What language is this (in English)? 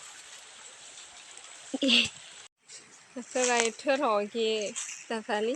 S'gaw Karen